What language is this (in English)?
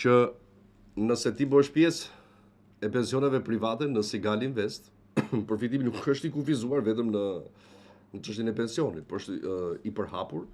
Albanian